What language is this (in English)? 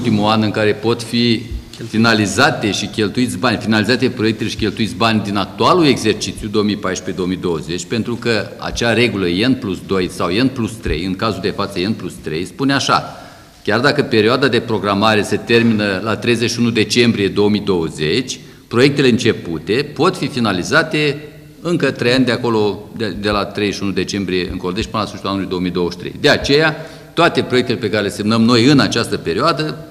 Romanian